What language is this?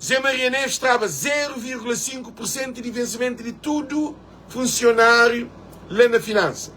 Kabuverdianu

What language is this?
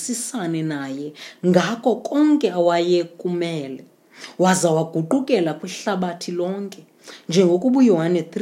Xhosa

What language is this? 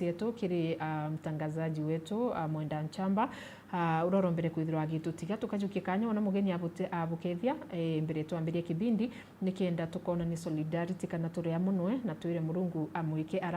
Meru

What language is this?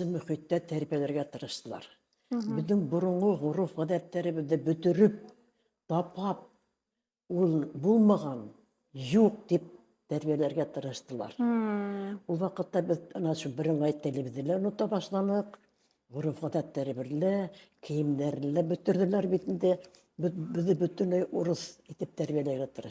Bashkir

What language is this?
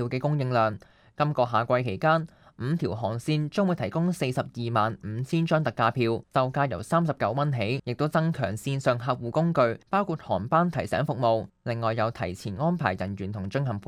Cantonese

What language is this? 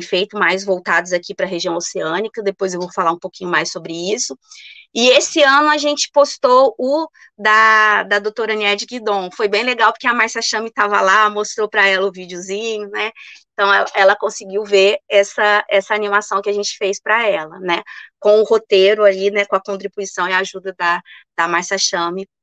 Portuguese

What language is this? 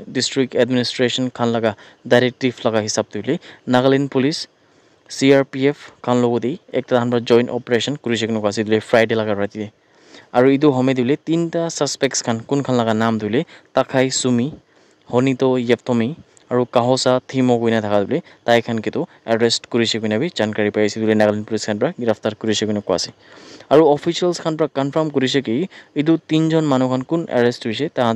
Naga Pidgin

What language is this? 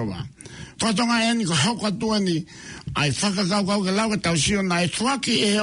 Tongan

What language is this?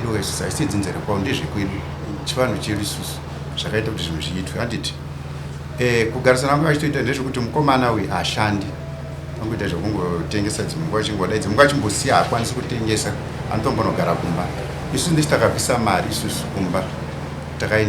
Shona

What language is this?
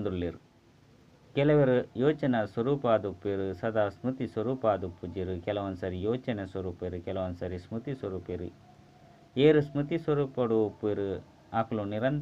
Tulu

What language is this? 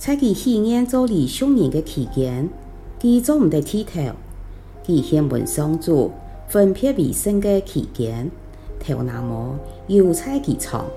Hakka Chinese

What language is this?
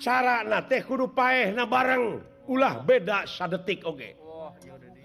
Sundanese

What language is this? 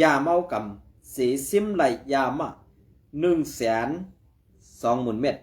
Shan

